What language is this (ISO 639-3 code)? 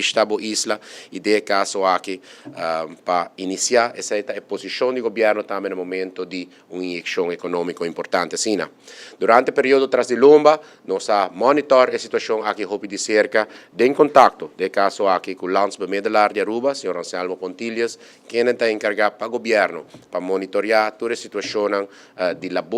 pap